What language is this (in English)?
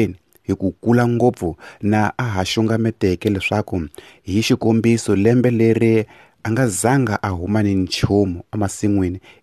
Tsonga